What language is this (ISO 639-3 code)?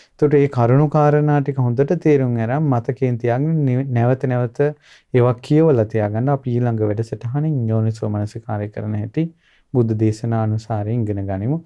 sin